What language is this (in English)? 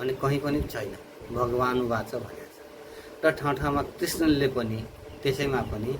Nepali